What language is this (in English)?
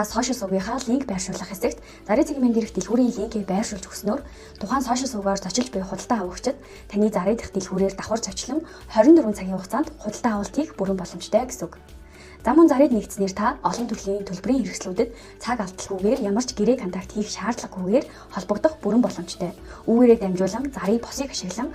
Mongolian